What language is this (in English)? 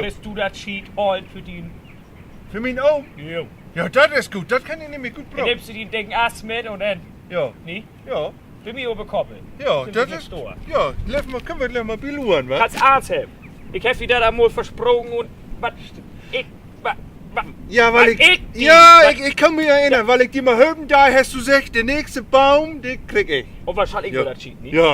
Low German